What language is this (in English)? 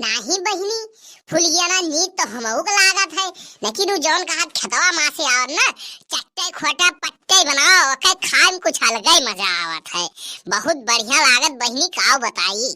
Awadhi